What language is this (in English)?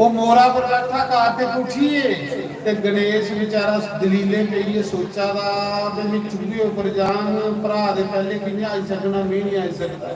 Dogri